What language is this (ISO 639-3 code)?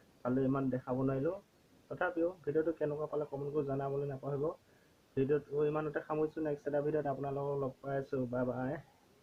asm